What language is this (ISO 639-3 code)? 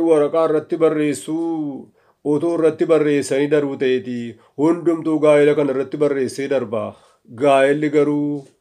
orm